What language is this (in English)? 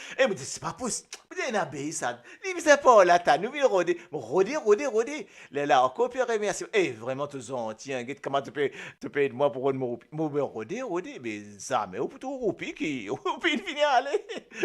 Morisyen